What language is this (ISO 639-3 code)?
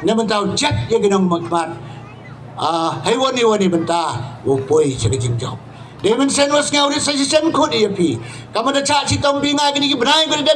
kha